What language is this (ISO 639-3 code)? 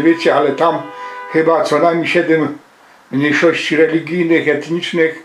szl